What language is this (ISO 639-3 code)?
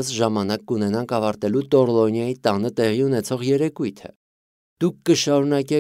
hye